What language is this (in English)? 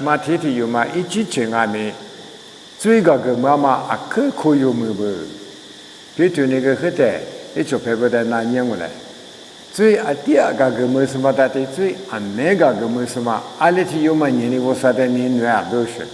Lisu